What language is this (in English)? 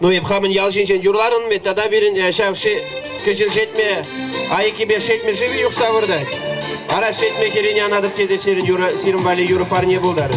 Chuvash